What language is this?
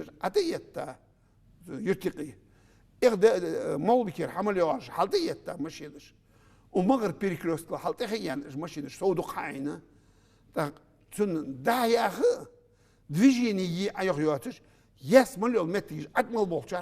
Ingush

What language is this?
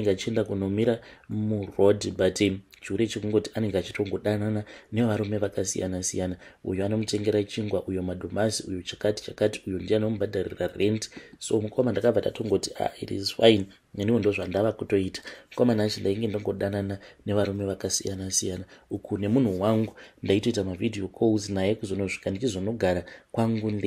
Shona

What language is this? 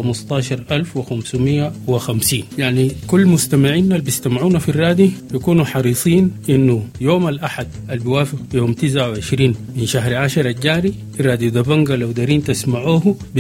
Sudanese Arabic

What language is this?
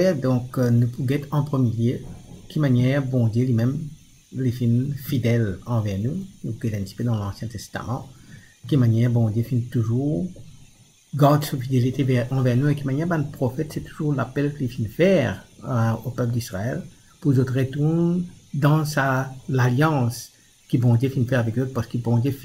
Morisyen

